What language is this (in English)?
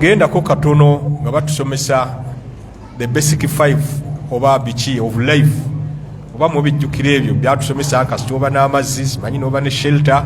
Ganda